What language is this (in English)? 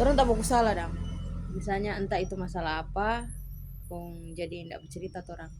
Manado Malay